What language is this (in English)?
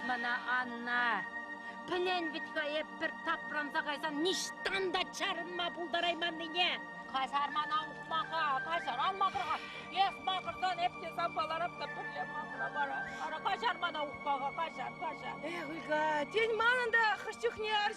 Chuvash